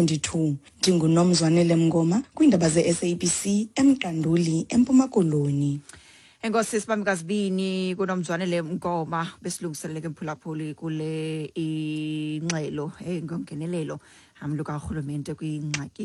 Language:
Xhosa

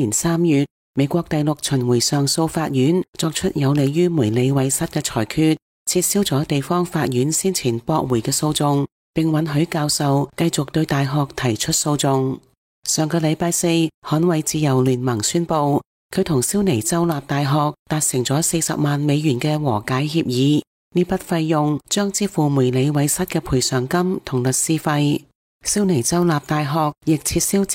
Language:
Cantonese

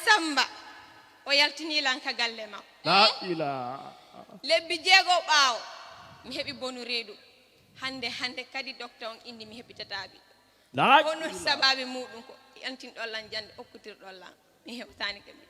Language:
Fula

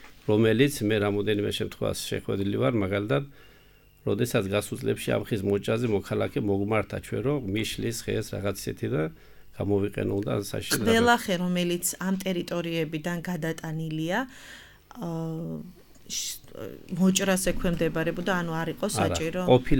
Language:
Georgian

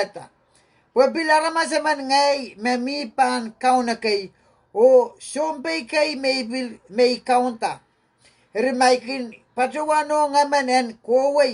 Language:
Pohnpeian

